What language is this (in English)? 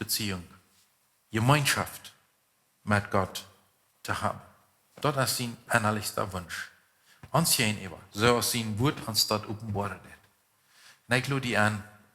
Plautdietsch